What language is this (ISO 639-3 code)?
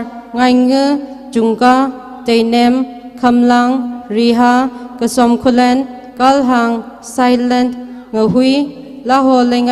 nmf